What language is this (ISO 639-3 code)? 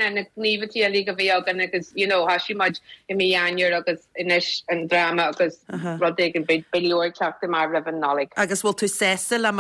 gle